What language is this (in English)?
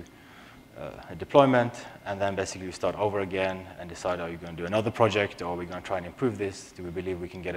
English